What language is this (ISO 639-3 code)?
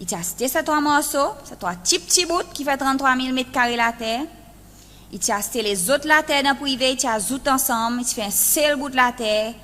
crs